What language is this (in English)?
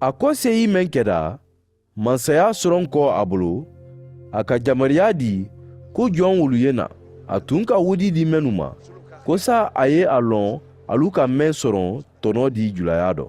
Mandingo